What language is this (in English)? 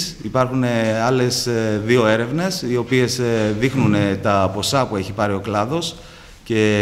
Greek